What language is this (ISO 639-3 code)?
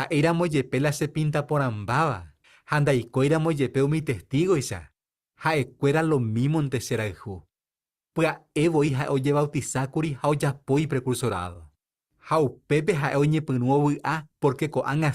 grn